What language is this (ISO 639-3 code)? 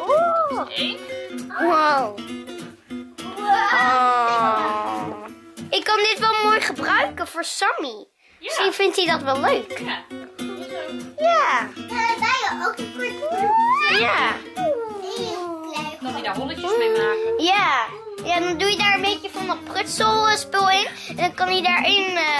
nld